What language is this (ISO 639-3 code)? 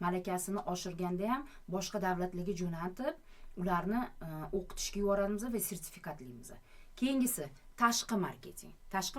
uzb